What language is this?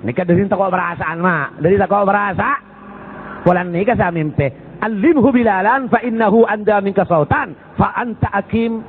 Madurese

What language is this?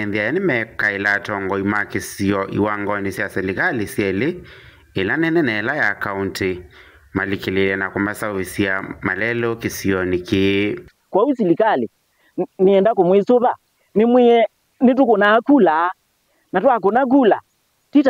Kamba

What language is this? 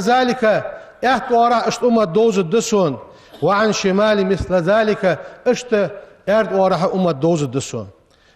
Ingush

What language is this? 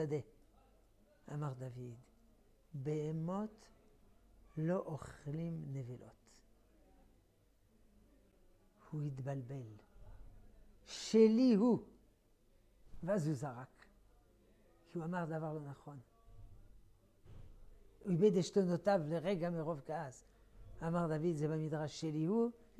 Hebrew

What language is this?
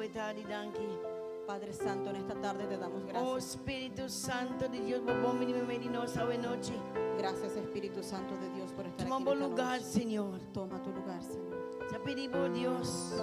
Papiamento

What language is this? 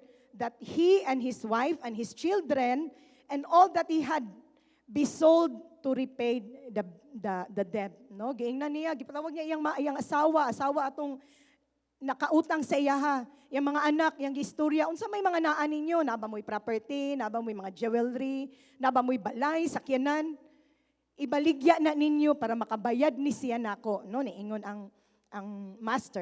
Cebuano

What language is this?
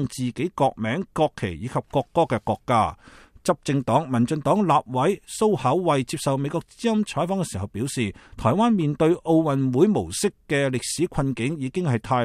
Cantonese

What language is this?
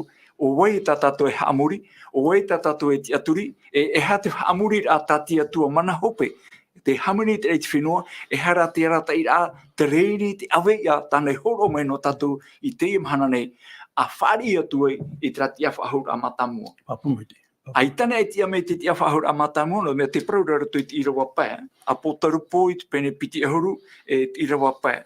Tahitian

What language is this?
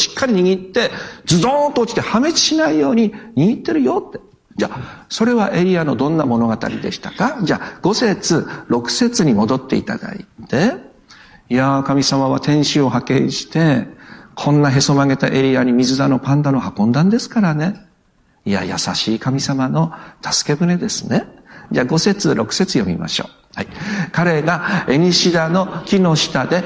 Japanese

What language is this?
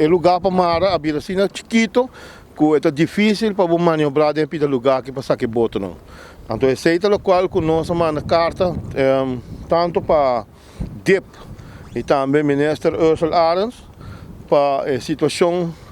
Papiamento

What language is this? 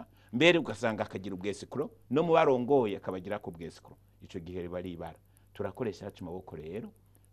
Rundi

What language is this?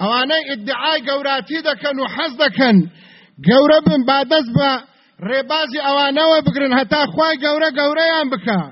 Central Kurdish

